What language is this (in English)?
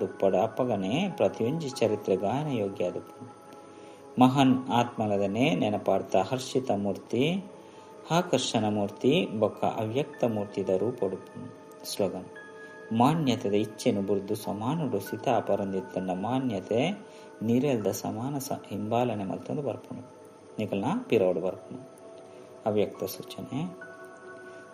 Tulu